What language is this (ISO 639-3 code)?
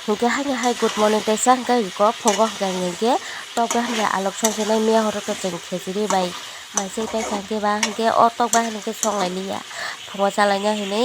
trp